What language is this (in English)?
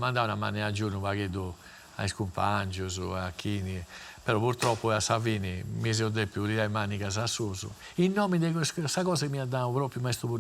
Sardinian